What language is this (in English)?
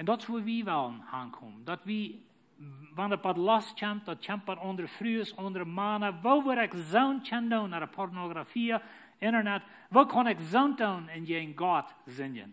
Plautdietsch